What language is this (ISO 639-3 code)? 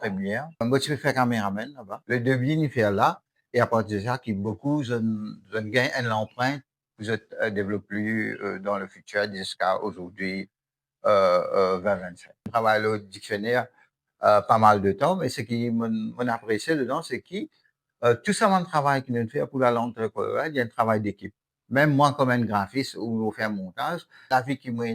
mfe